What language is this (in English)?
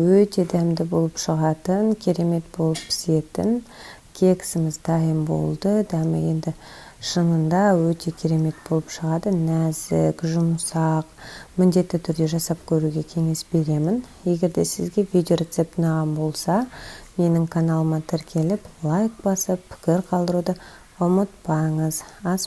Kazakh